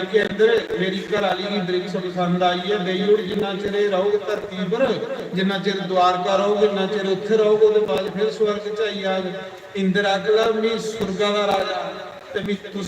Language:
Dogri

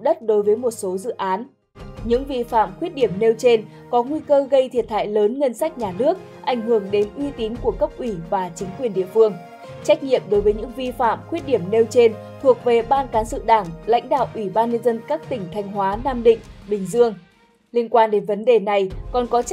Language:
Vietnamese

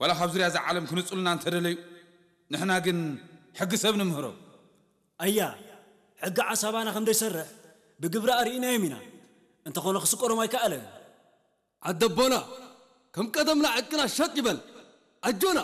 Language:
Tigrinya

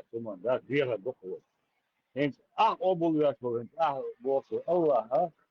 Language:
Chechen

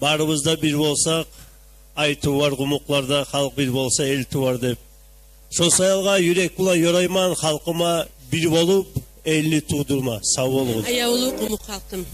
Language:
Kumyk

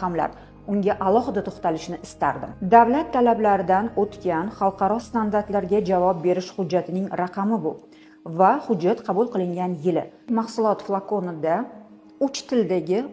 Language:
Uzbek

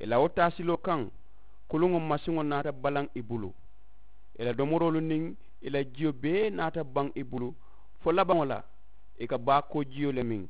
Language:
Mandingo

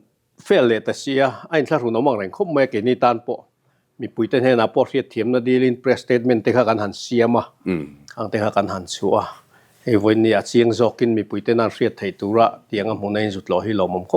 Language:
Mizo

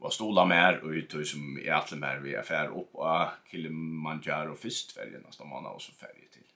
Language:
Faroese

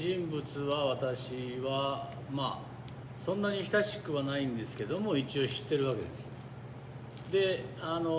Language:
Japanese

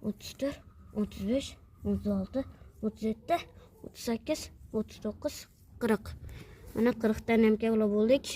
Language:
Uzbek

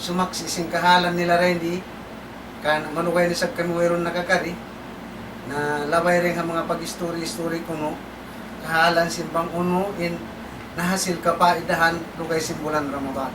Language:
Tausug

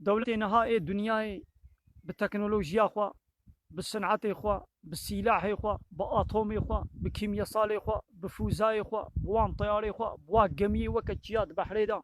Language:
Kurdish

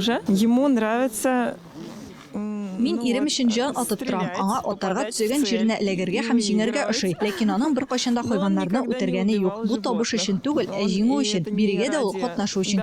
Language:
Tatar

